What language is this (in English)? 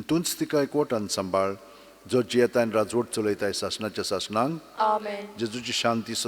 Konkani